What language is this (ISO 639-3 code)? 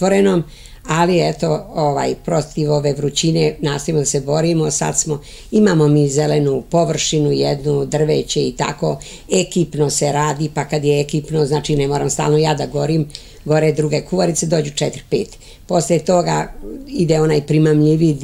srp